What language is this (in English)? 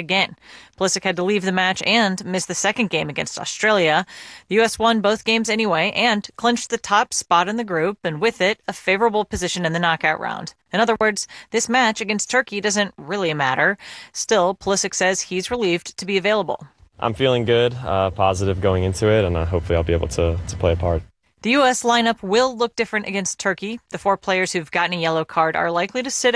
English